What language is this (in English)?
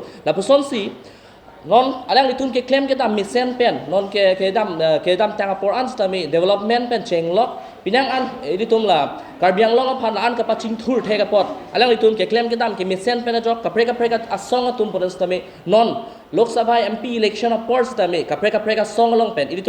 Karbi